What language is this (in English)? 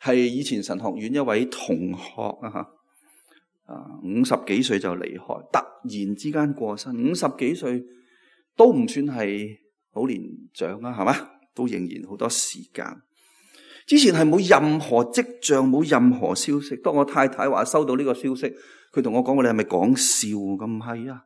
Cantonese